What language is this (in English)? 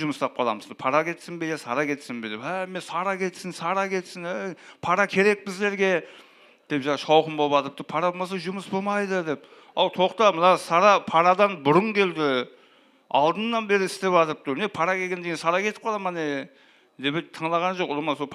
Kara-Kalpak